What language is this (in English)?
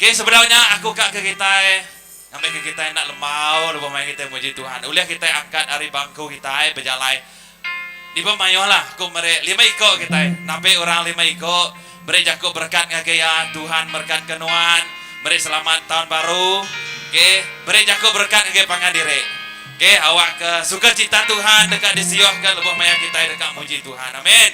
Iban